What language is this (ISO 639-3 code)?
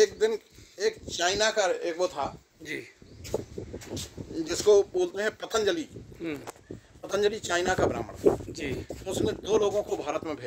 hin